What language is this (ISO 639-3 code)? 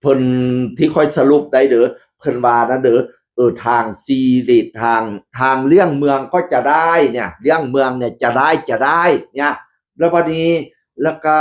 tts